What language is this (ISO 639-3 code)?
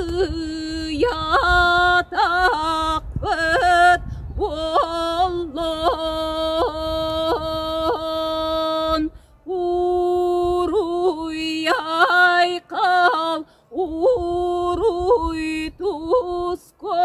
sah